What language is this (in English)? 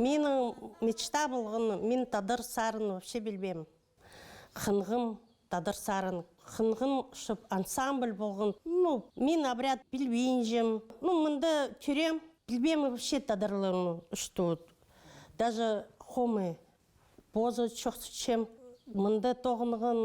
Khakas